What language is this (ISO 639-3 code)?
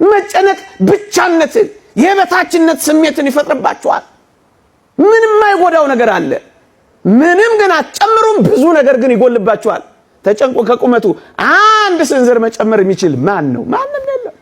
amh